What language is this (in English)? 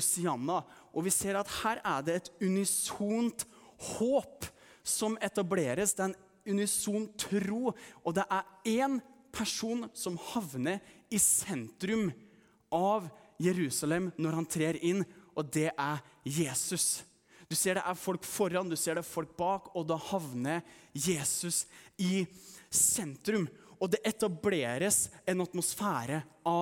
Norwegian